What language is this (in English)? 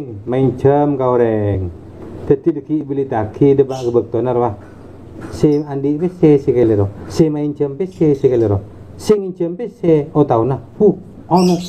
Madurese